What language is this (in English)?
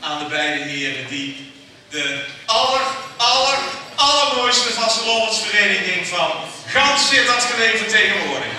Limburgish